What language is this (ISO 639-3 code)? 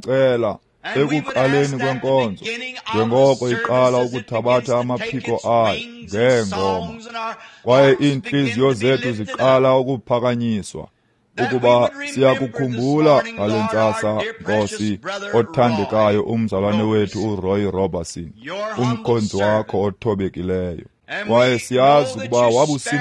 xho